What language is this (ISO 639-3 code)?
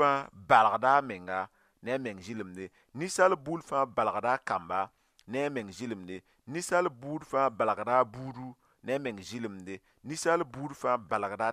mos